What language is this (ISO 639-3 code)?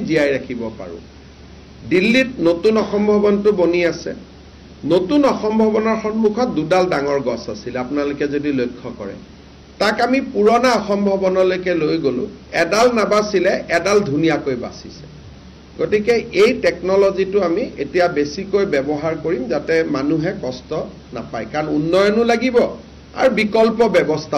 asm